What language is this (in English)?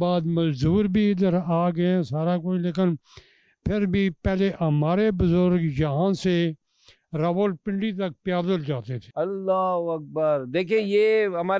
Urdu